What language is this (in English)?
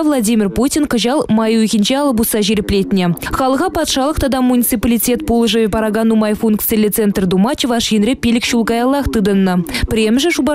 Chuvash